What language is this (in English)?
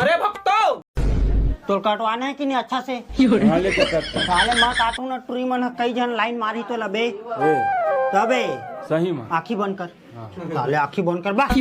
Chhattisgarhi